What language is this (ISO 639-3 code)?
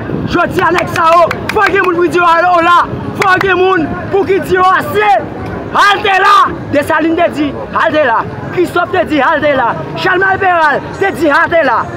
hat